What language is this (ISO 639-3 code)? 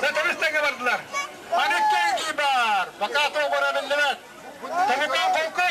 sah